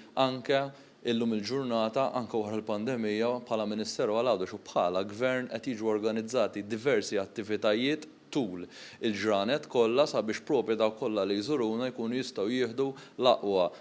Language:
Maltese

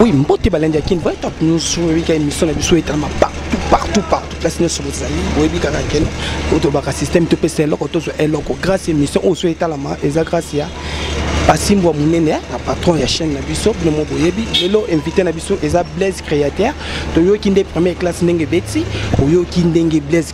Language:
Lingala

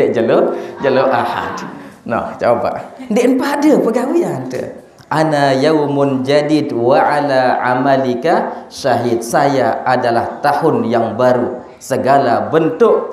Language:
Sasak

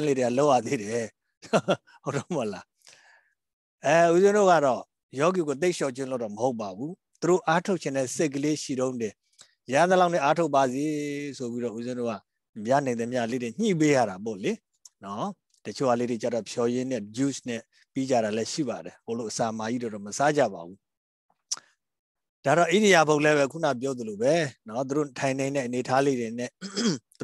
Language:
Burmese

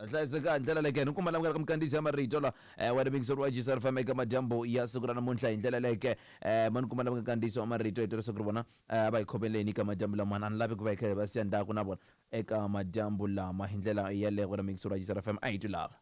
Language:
Tsonga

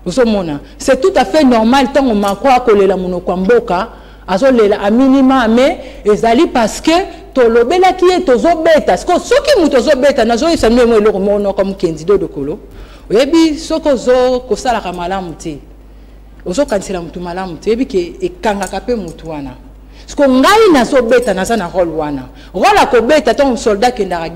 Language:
Lingala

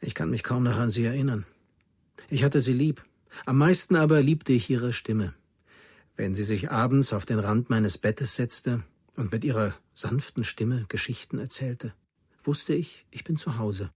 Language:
Bavarian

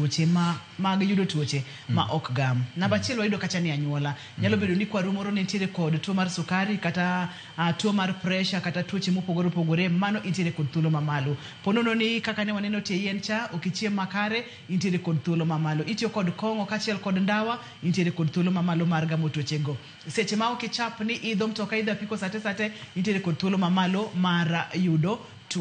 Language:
Luo (Kenya and Tanzania)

